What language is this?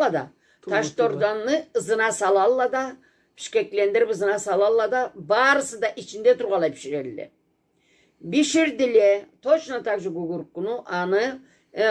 Karachay-Balkar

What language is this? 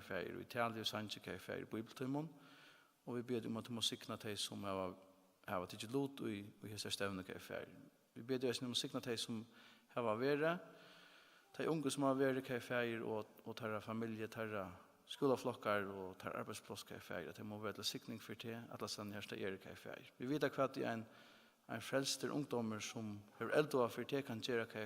Faroese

